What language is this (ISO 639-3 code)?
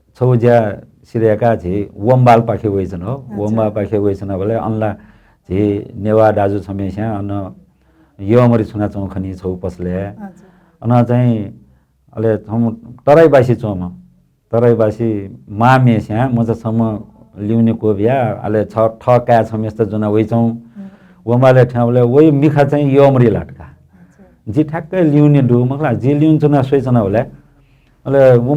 new